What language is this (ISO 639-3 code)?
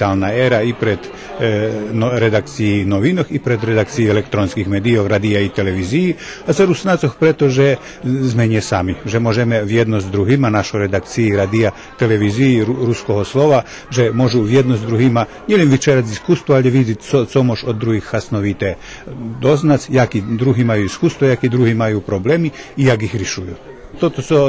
rue